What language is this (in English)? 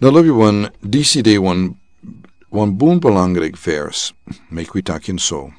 Sranan Tongo